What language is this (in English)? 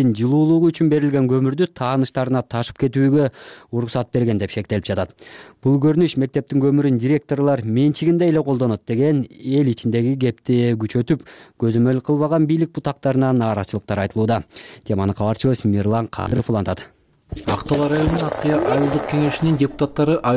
Kyrgyz